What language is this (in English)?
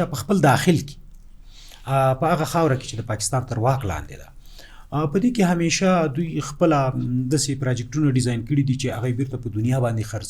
Pashto